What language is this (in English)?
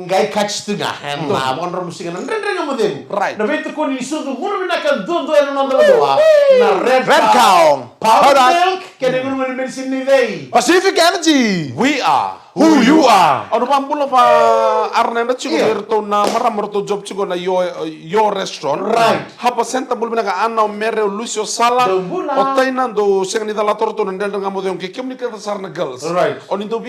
Fijian